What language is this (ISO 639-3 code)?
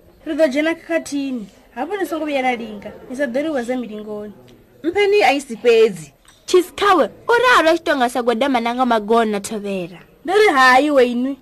ven